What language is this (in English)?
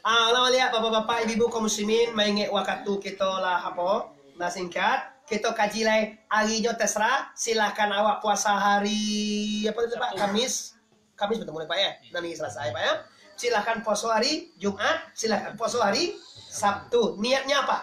Minangkabau